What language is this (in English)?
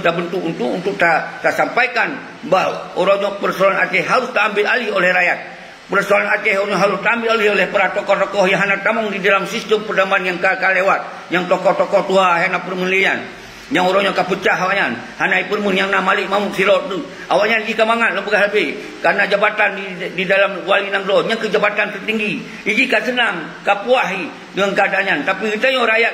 Achinese